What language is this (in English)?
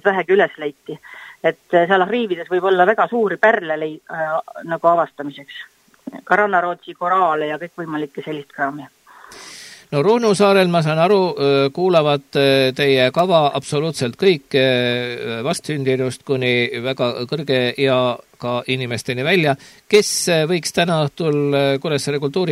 Estonian